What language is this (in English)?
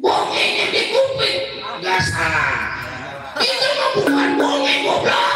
Betawi